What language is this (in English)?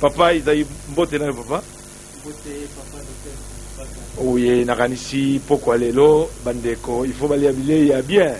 Lingala